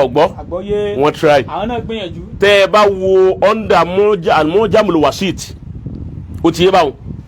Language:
Yoruba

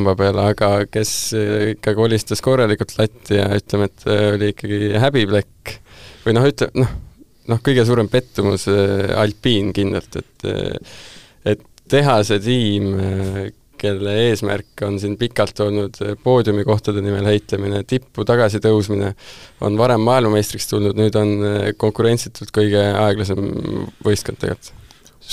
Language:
Estonian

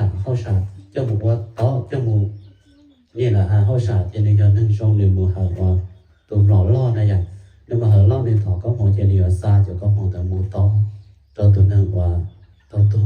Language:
Hmong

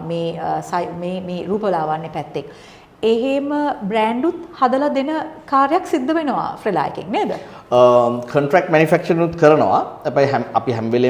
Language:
Sinhala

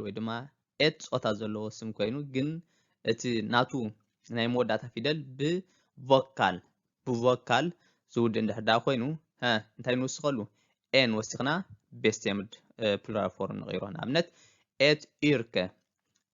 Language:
Tigrinya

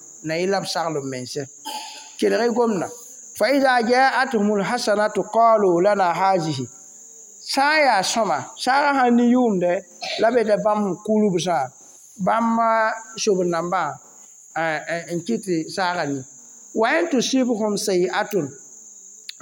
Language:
Mossi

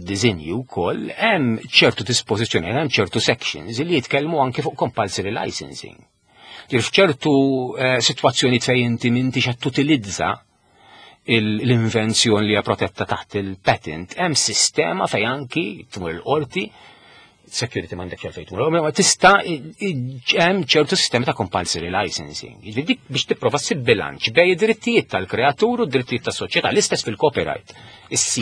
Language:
Maltese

